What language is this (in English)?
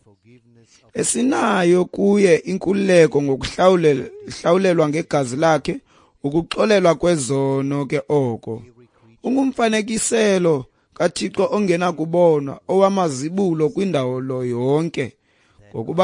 Xhosa